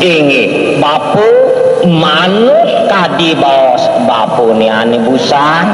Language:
Balinese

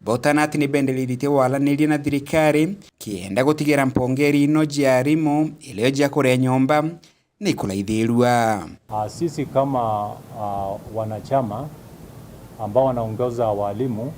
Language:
Meru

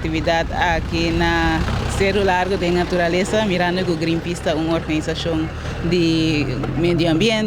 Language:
Papiamento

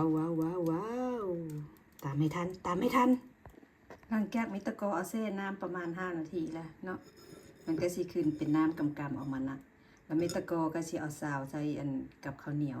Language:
Lao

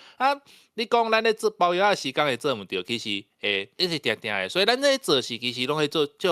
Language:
Min Nan Chinese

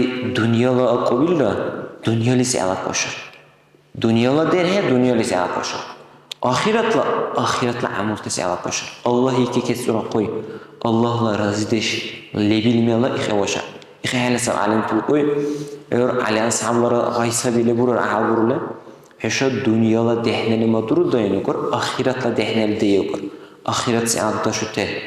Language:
Dargwa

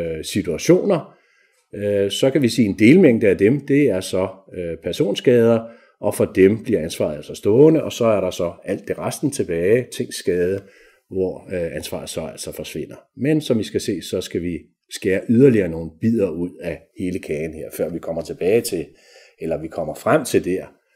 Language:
Danish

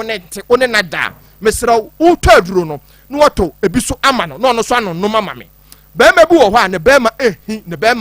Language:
Akan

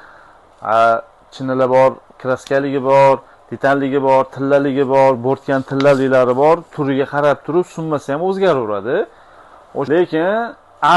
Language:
Uzbek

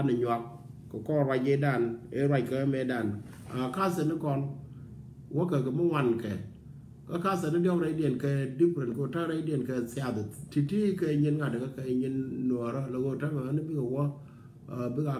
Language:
Nuer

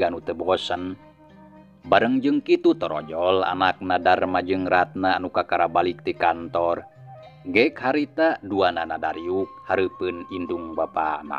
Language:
Sundanese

